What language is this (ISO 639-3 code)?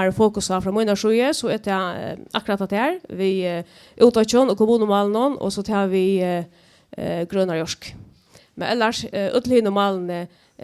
fao